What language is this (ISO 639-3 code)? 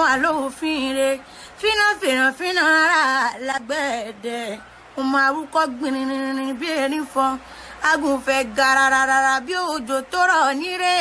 yor